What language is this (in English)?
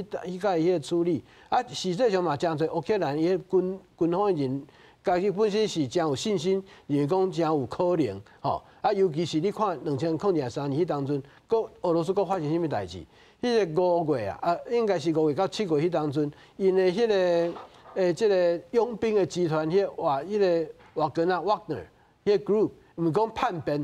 Min Nan Chinese